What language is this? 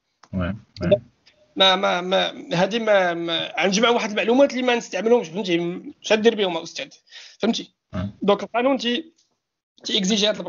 Moroccan Arabic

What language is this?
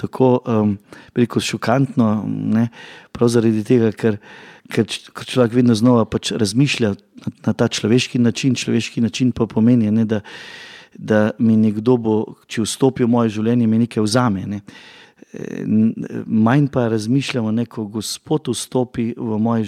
Slovenian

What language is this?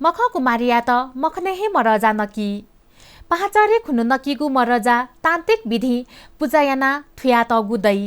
Newari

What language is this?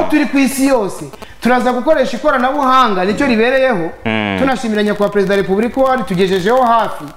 Kinyarwanda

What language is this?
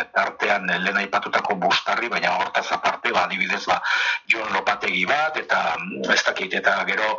Basque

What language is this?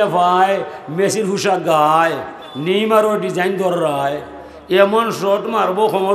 Sylheti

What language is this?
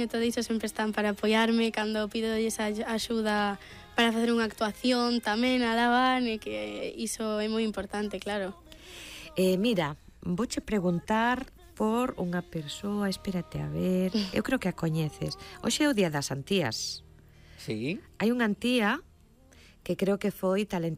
Galician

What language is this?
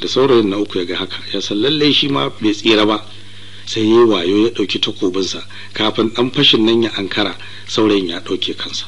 Hausa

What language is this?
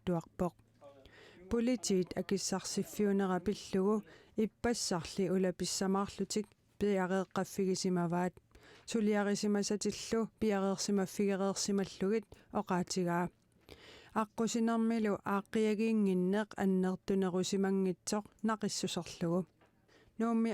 Kalaallisut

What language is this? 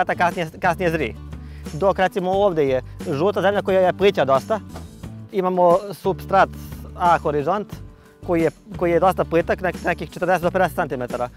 Serbian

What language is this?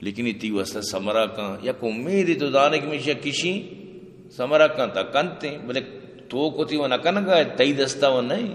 Eastern Balochi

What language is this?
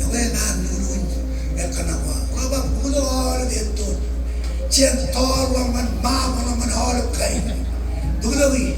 Marshallese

